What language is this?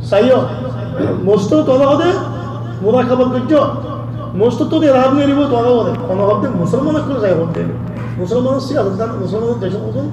Rohingya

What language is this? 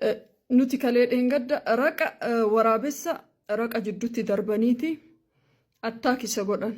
Oromo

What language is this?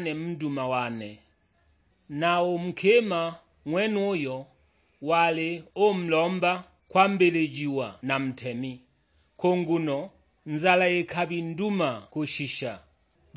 Sukuma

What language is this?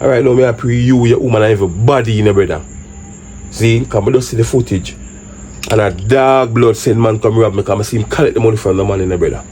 Jamaican Creole English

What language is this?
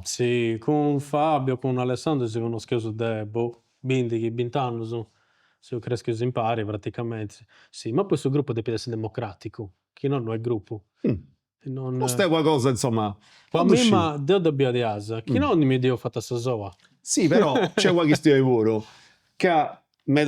Sardinian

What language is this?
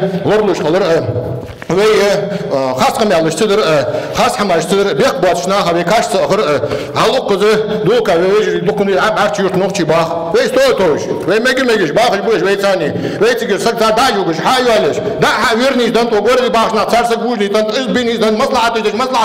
Ingush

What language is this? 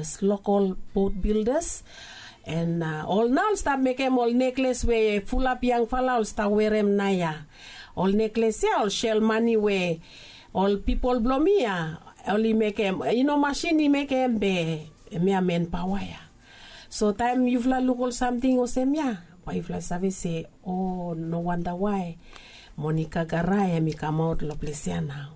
Bislama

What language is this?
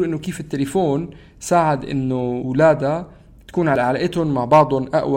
North Levantine Arabic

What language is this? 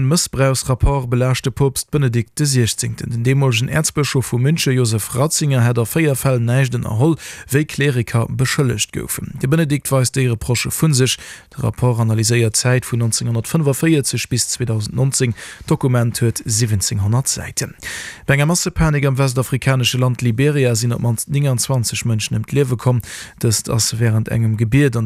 Luxembourgish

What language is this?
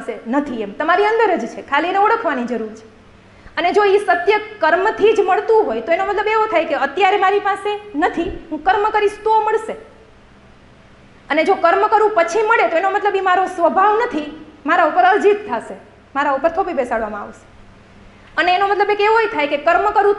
Gujarati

